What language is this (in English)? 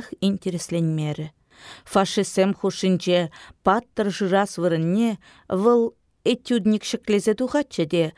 Chuvash